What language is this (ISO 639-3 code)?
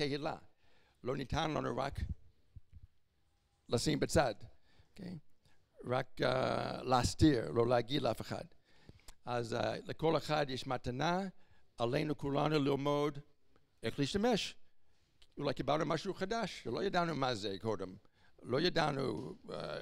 heb